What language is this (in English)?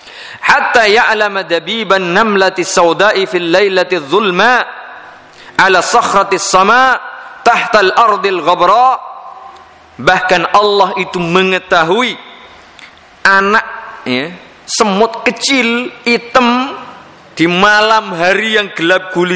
Indonesian